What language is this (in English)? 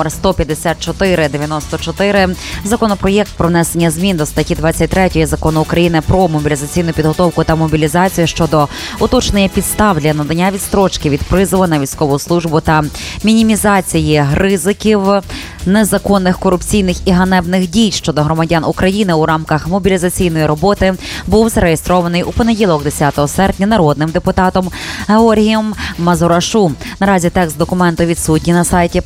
Ukrainian